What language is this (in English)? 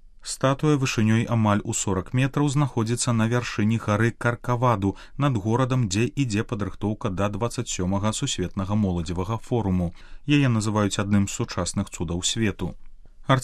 Belarusian